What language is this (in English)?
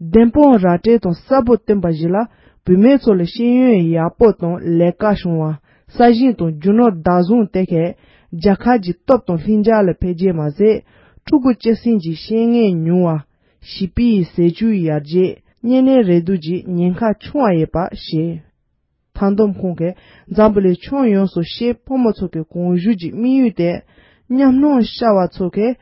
Tibetan